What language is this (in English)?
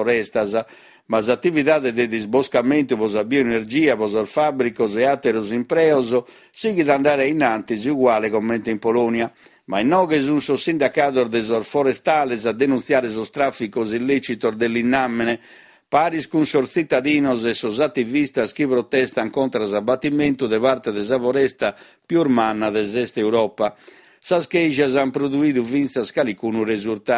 Sardinian